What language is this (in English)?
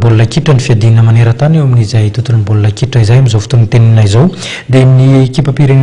Malagasy